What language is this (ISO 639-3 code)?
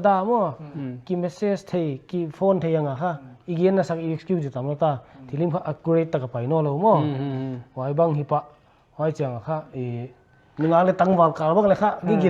pck